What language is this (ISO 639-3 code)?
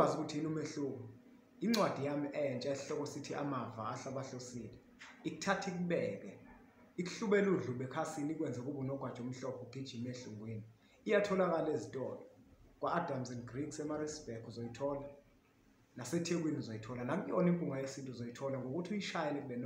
zul